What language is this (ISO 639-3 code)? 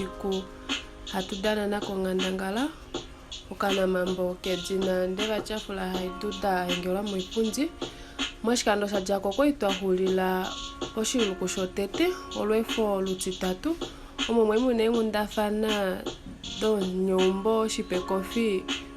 kua